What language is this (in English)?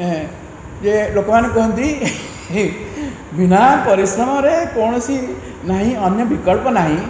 Odia